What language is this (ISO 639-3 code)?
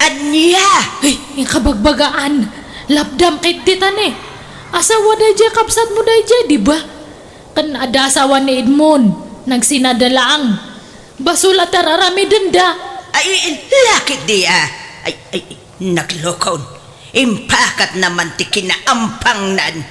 ilo